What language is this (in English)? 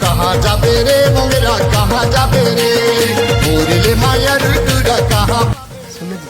Chhattisgarhi